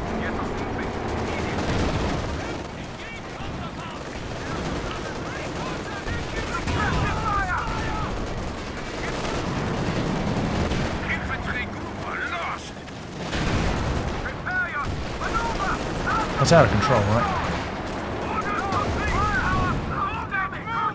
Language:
English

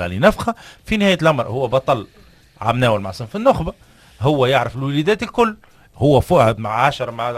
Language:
Tunisian Arabic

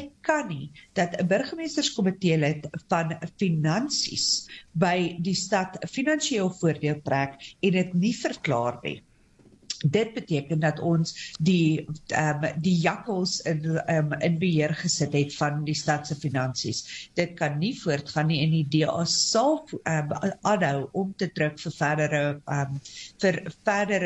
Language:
Afrikaans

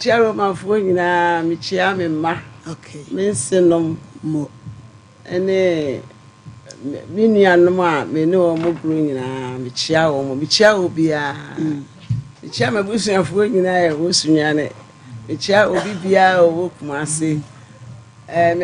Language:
Akan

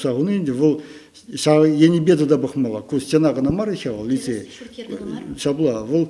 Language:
Chuvash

